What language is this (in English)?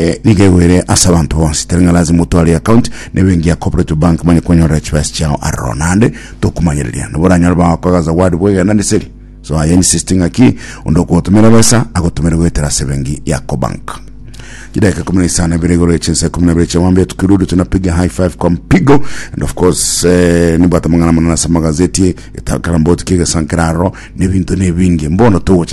Gusii